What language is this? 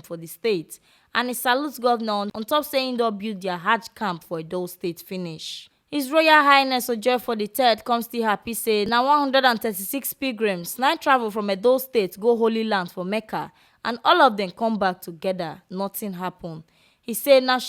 Nigerian Pidgin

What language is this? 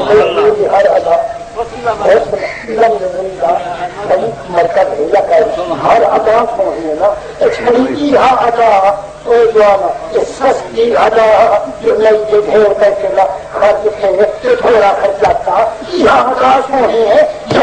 Saraiki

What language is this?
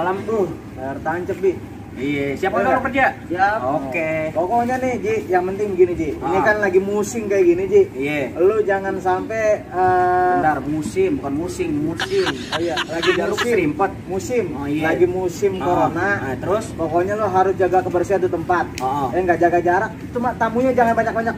Betawi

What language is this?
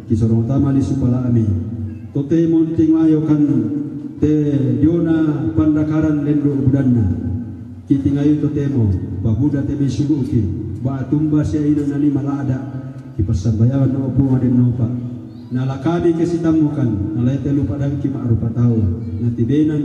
Toraja-Sa'dan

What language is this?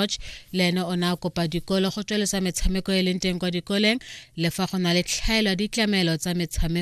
Tswana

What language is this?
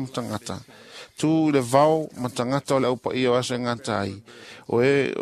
Samoan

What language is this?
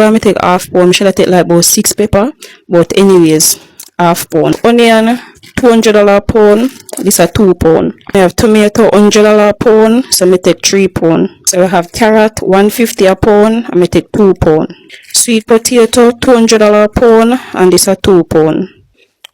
Jamaican Creole English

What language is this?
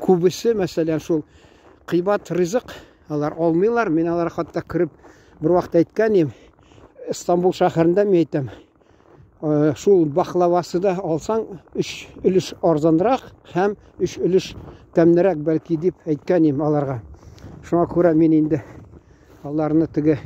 Tatar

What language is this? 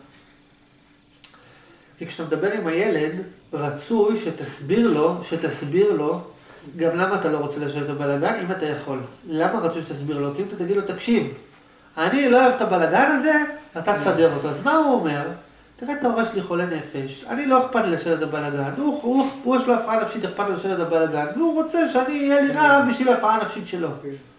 Hebrew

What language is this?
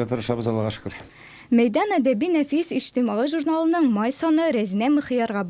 Tatar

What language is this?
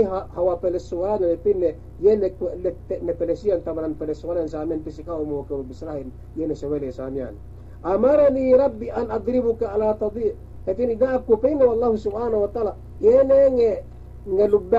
Yakan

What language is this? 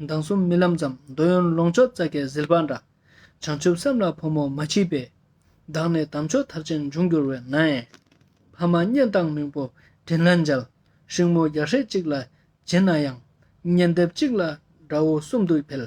Ladakhi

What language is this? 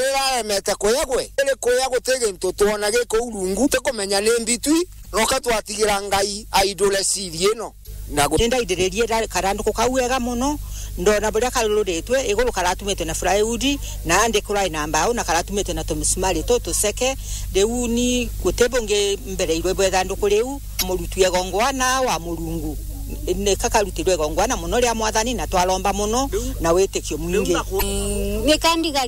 Meru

